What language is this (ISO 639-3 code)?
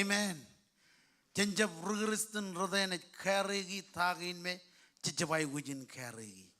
mah